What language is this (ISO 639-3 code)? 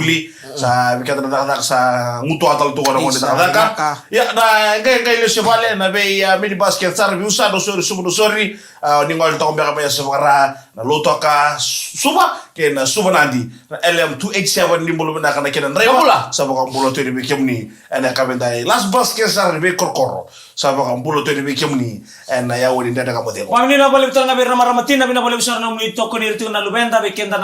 fij